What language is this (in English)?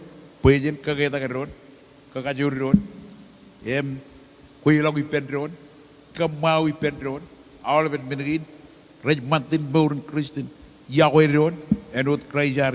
Marshallese